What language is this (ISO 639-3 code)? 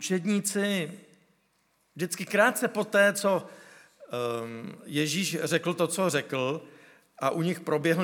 ces